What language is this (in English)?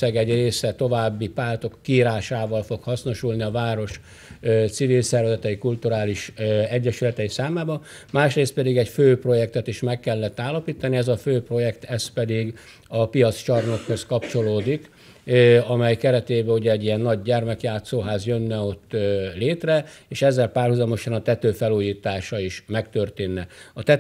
Hungarian